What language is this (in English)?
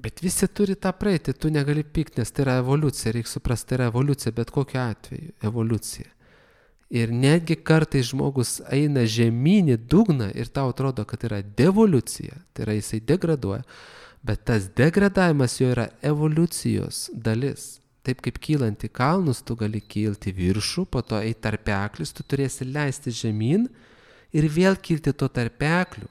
Lithuanian